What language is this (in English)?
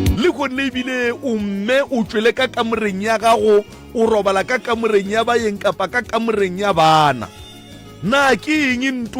Northern Sotho